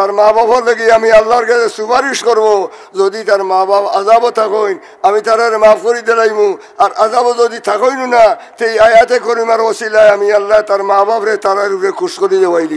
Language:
Sylheti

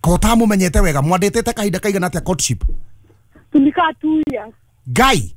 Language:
Kikuyu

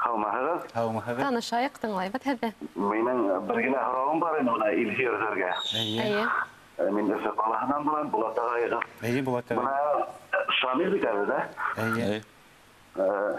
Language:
Bashkir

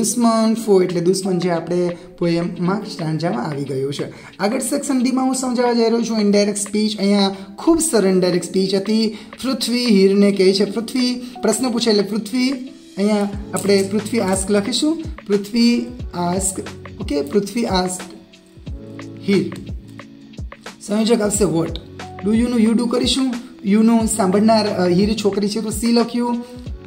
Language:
Gujarati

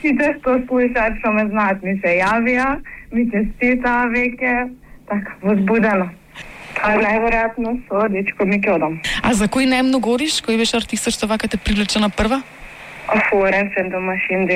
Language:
Macedonian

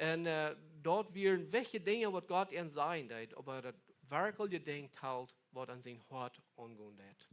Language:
Plautdietsch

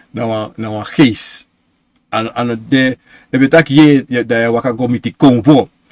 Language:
Sranan Tongo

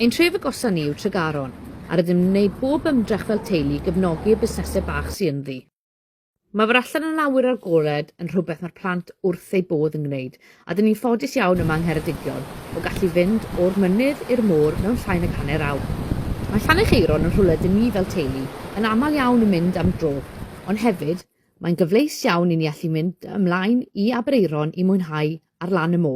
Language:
Welsh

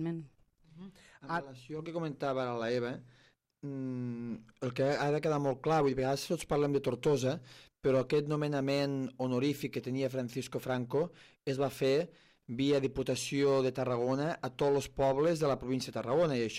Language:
Catalan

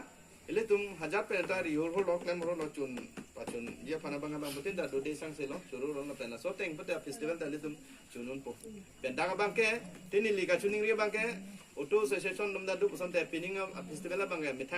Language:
Karbi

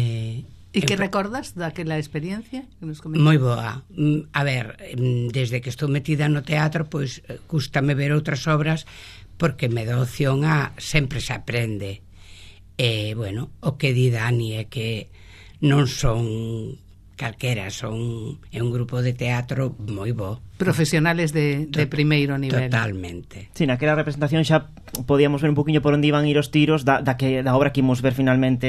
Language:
Galician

